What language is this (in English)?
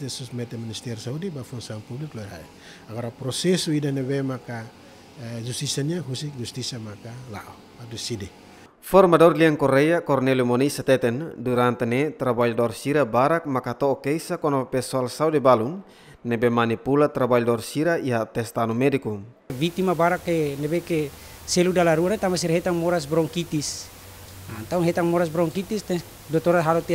Tetum